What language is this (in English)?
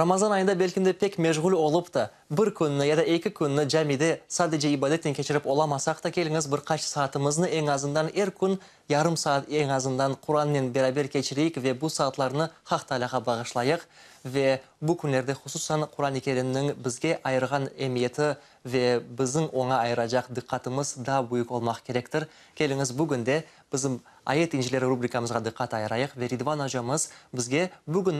Crimean Tatar